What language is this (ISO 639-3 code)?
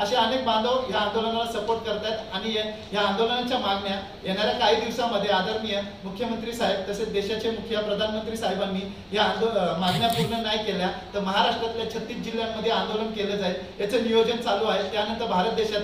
mar